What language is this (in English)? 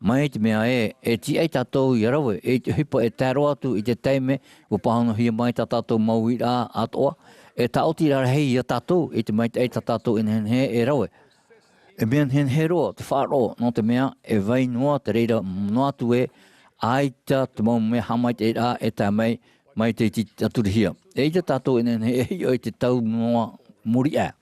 Tahitian